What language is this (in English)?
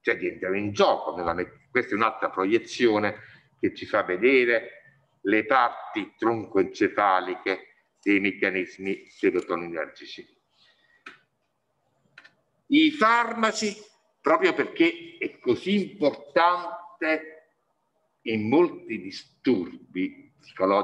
Italian